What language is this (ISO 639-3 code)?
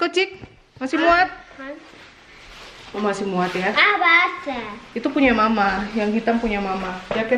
ind